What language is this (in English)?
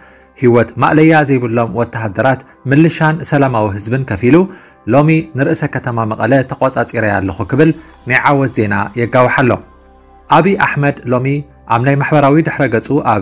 Tigrinya